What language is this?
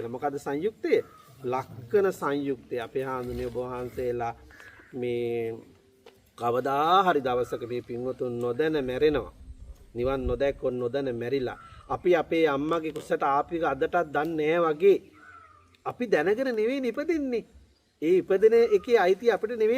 Sinhala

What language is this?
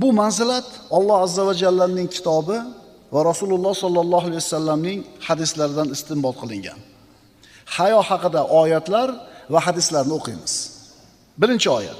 Uzbek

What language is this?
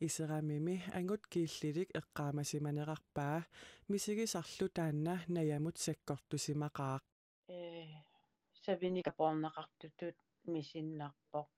Kalaallisut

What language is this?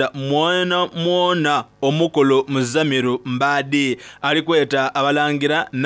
Soga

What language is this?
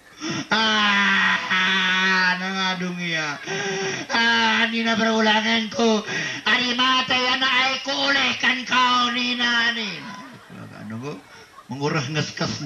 Batak Karo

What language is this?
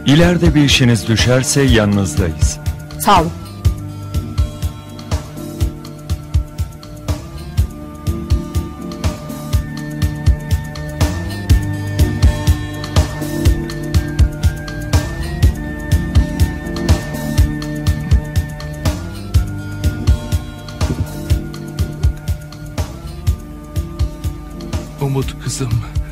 Turkish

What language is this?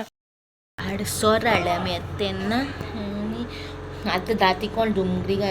Konkani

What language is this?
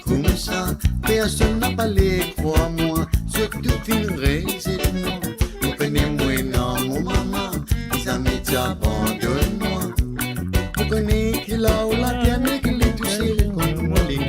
Morisyen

